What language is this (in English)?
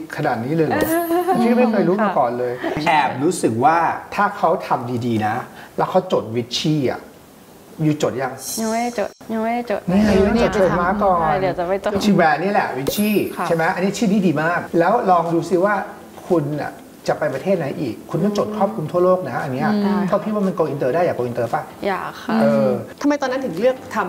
Thai